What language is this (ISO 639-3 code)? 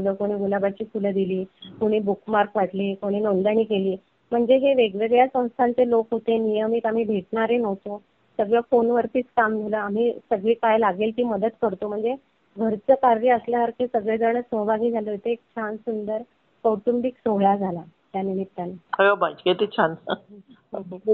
mar